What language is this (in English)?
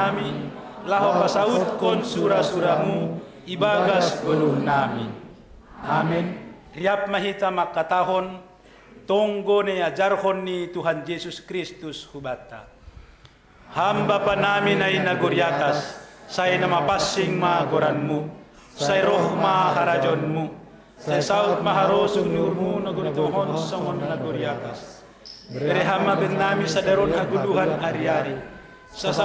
Batak Simalungun